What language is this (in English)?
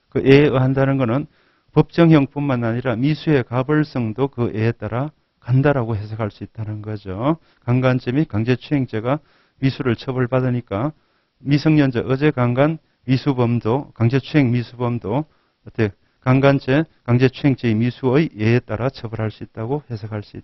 Korean